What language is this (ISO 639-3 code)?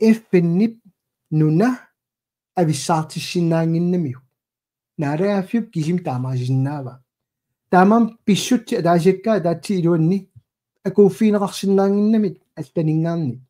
kal